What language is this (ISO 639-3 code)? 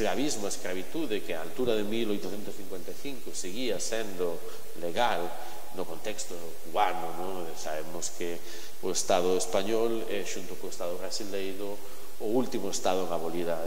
glg